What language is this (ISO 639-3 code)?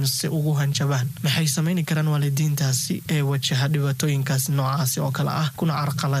som